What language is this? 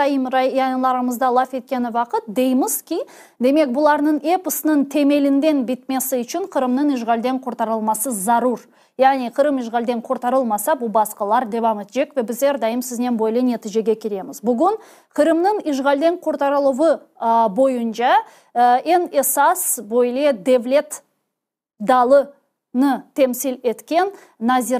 Crimean Tatar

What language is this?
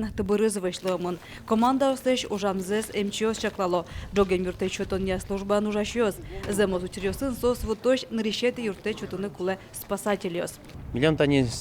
Udmurt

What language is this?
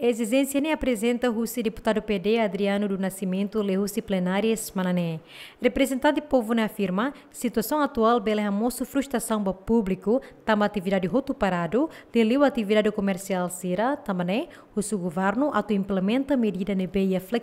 Tetum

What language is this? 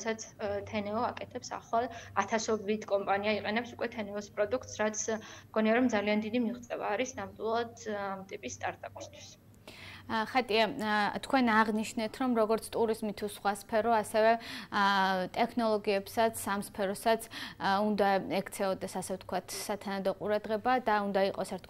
Georgian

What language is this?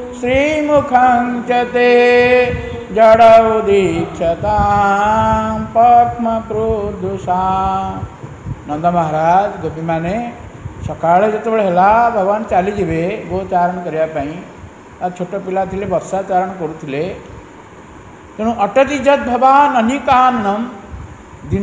Odia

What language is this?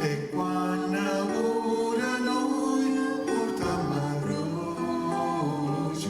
Neapolitan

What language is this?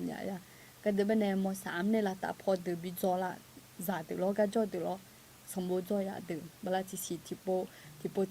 Akha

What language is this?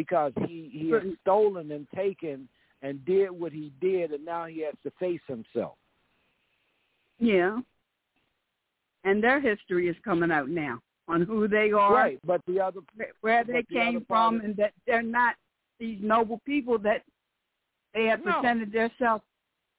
English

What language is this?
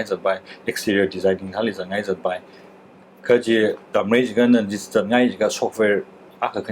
Tangkhul Naga (India)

